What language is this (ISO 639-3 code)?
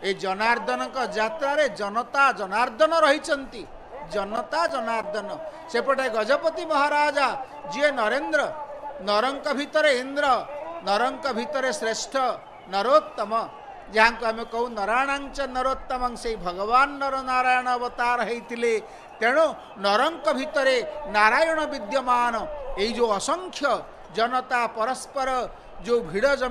ori